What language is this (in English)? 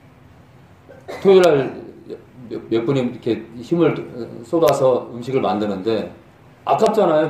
Korean